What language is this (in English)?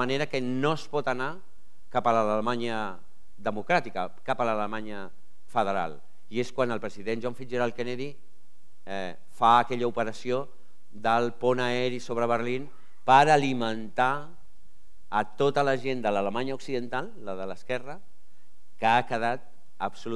Catalan